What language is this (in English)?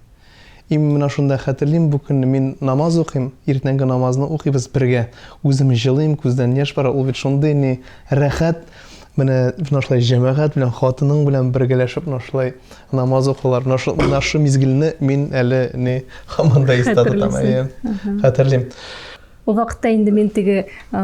Tatar